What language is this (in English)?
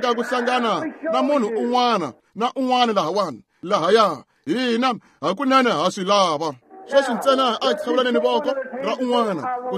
Tsonga